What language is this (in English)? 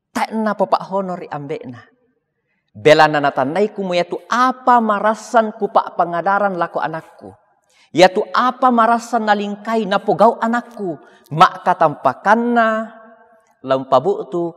Toraja-Sa'dan